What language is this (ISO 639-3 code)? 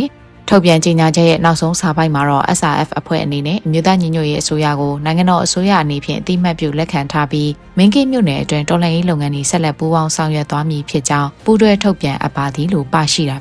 mya